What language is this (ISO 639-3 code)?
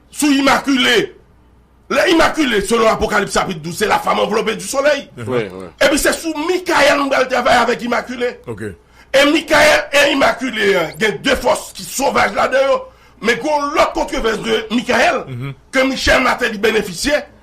hat